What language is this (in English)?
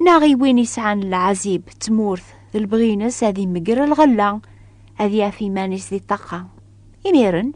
Kabyle